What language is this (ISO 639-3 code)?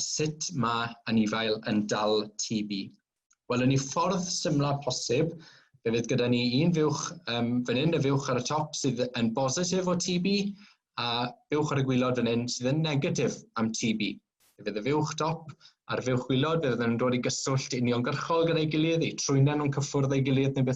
cym